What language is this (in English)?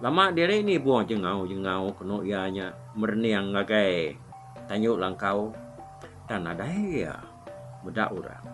Iban